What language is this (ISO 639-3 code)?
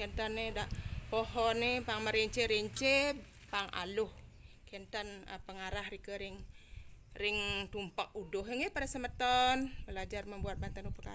ban